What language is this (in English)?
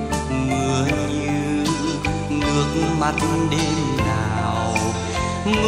Vietnamese